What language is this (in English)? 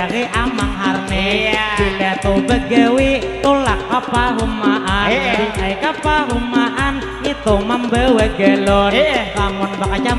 Banjar